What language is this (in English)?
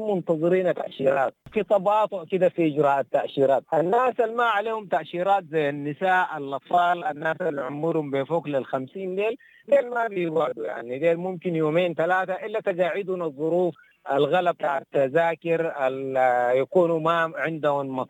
Sudanese Arabic